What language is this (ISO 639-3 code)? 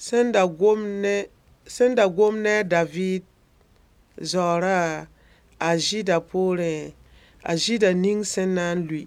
mos